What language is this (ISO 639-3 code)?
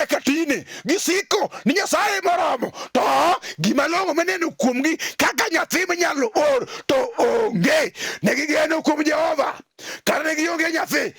luo